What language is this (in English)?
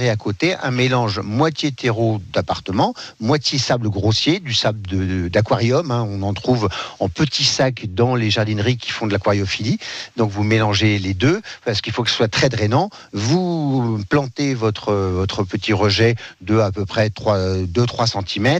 French